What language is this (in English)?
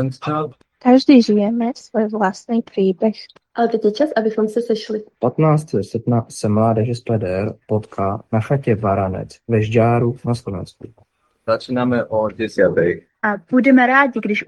Slovak